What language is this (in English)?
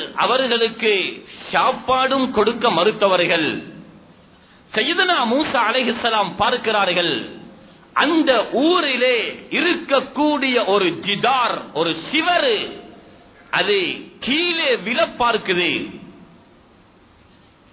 Tamil